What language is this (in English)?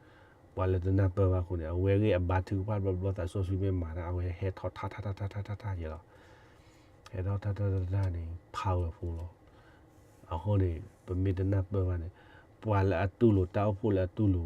S'gaw Karen